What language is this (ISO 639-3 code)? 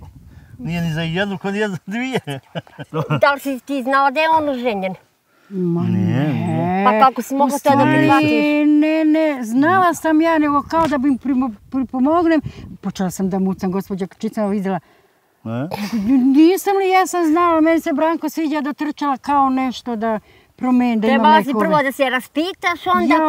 srp